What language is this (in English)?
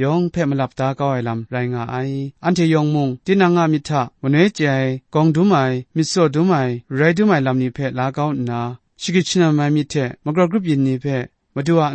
Kachin